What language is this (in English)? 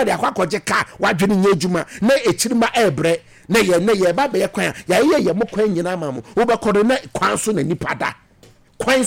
Akan